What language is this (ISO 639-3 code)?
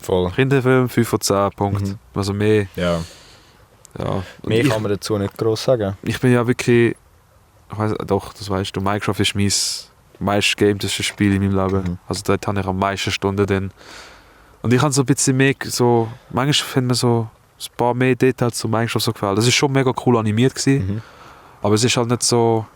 gsw